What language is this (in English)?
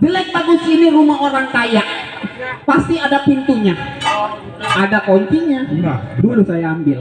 Betawi